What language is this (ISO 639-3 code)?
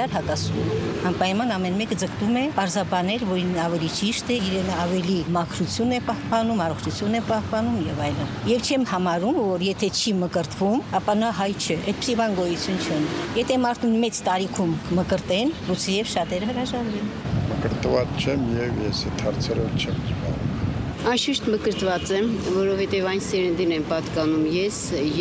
hye